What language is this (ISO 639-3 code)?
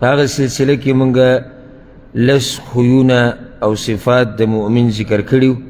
pus